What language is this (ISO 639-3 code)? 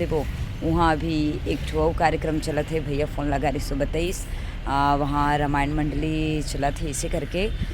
hne